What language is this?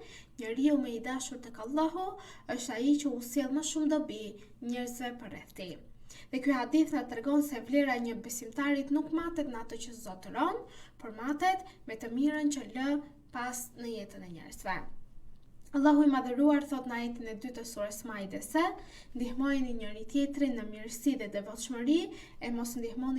Albanian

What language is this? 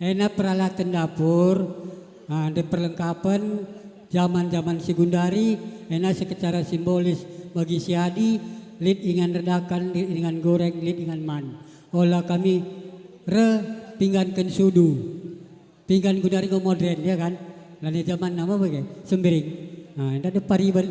Batak Karo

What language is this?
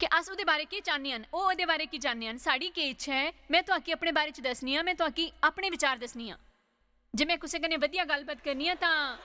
Dogri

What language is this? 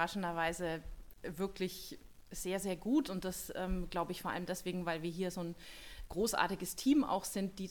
German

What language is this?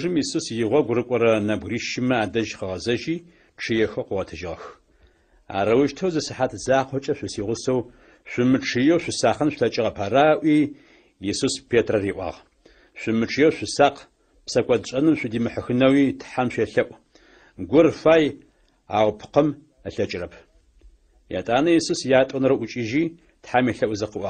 Adyghe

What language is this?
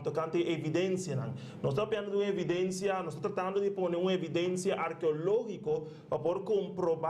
Papiamento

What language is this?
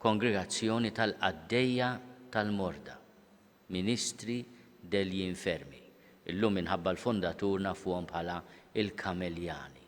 Maltese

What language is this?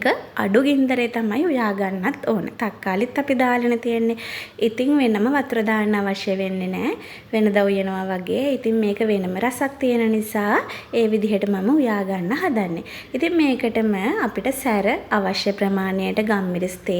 Sinhala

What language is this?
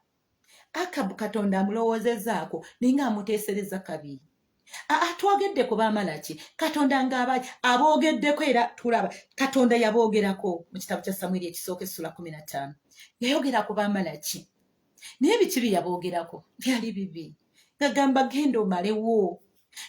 Ganda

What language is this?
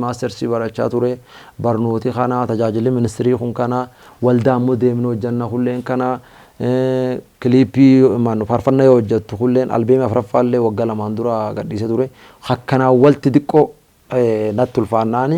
Oromo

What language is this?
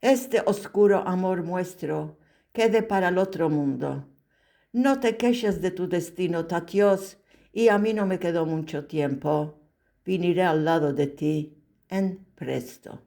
Ladino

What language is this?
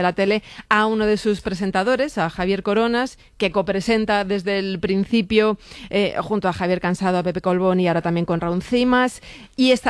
Spanish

